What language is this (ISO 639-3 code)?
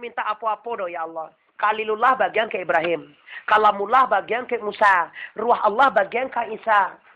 min